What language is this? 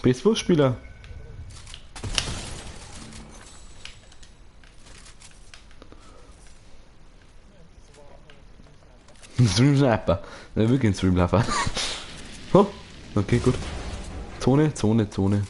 Bavarian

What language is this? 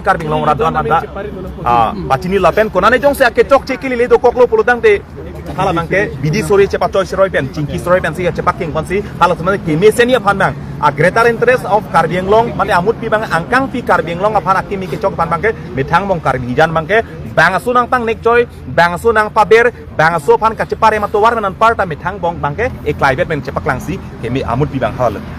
Karbi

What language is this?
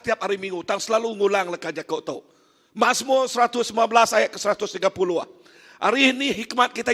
Iban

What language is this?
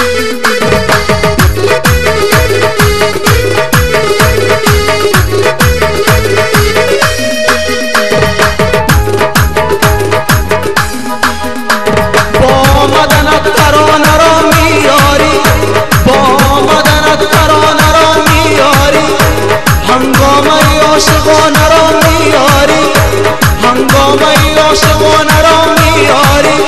Persian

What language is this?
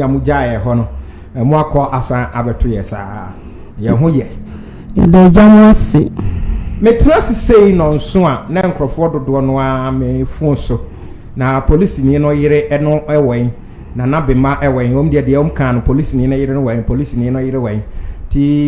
Akan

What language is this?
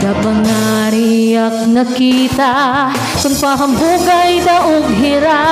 Waray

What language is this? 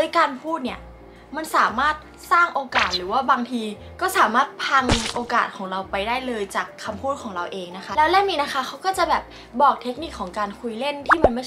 Thai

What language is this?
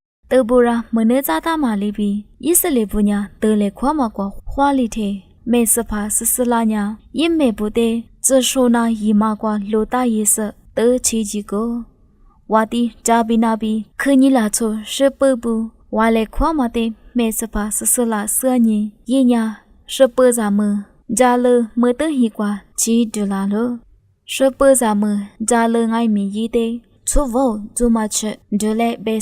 Lisu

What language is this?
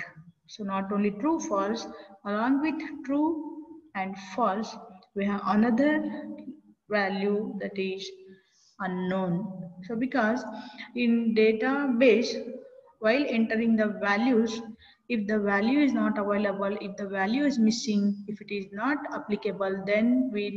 English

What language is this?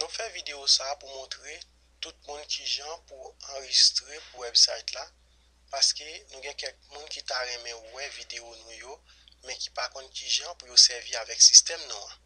Haitian Creole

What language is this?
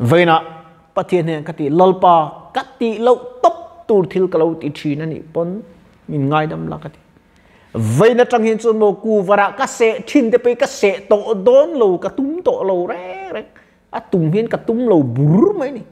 Mizo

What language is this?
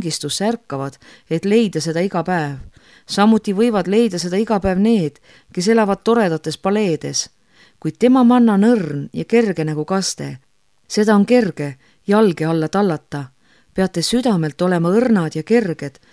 Estonian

